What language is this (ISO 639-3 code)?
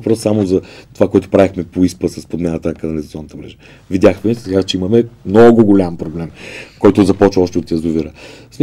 bul